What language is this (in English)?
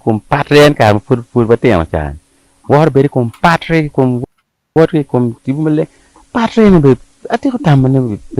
Acoli